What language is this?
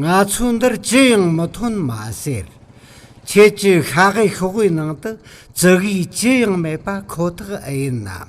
Tibetan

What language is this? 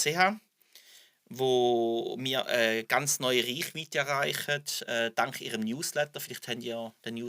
Swiss German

